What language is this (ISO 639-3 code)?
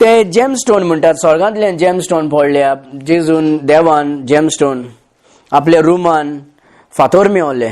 kok